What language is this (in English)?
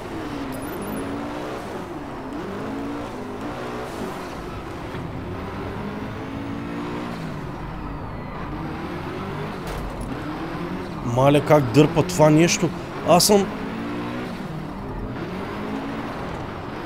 Bulgarian